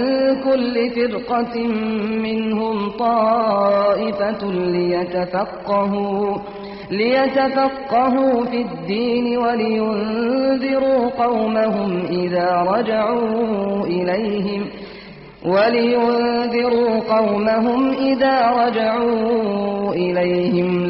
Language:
Kurdish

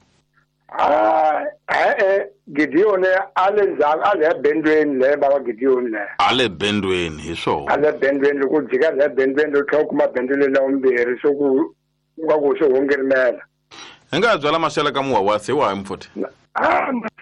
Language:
Tsonga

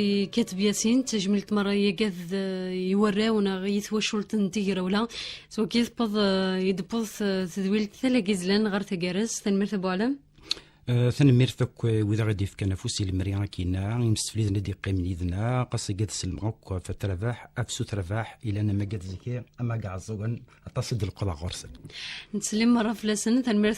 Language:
Kabyle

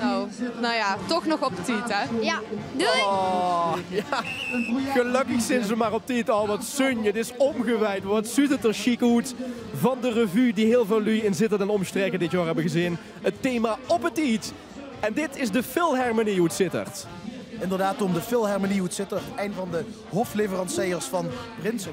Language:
Limburgish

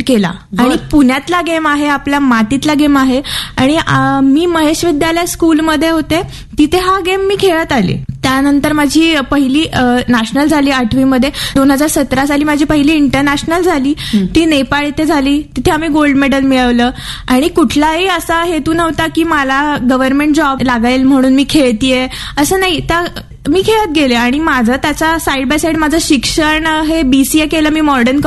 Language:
Marathi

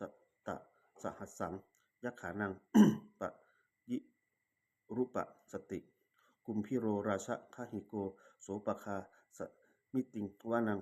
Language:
Pali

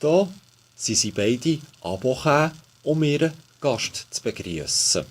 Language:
Swiss German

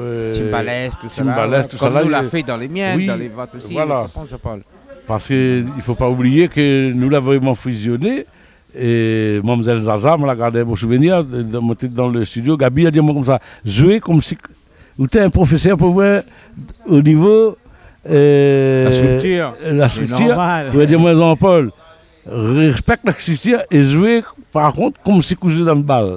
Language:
Réunion Creole French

